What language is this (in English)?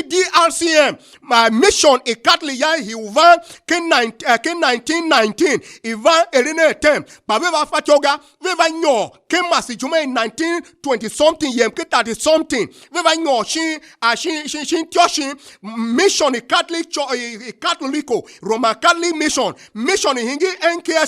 Tiv